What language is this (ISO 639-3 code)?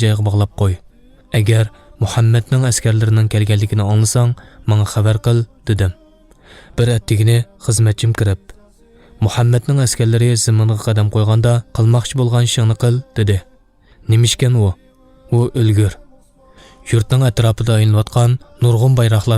uig